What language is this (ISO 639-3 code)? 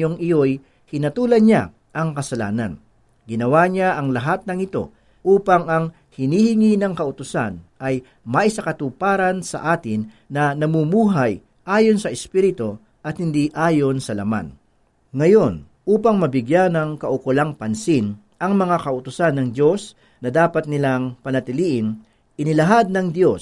fil